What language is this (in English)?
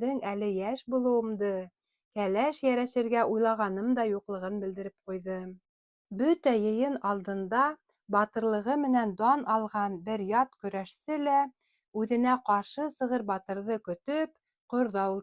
Bashkir